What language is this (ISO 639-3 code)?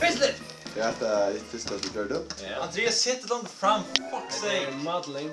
fao